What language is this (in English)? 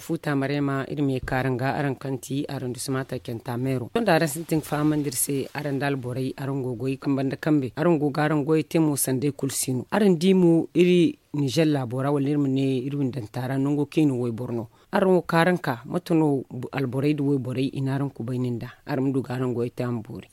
Zarma